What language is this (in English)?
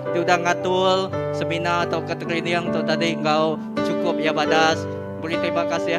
Iban